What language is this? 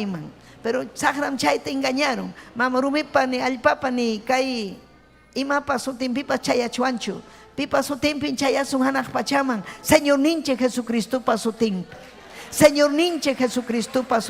Ayacucho Quechua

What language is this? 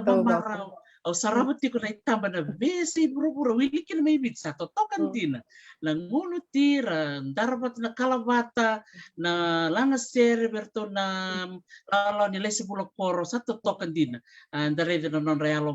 Fijian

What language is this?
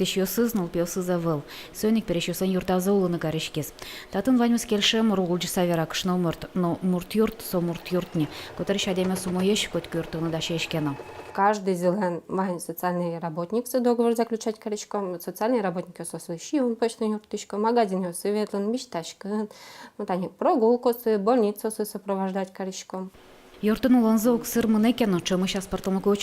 Udmurt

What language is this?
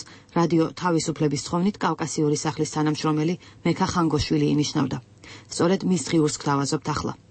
Georgian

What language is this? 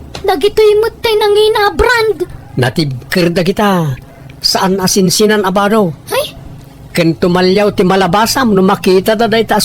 Iloko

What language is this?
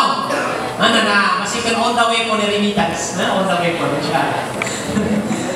Filipino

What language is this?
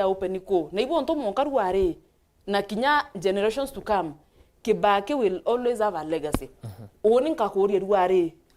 Meru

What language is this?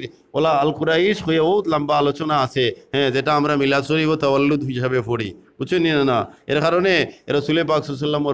Sylheti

